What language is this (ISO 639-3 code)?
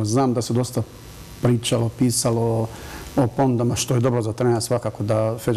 bos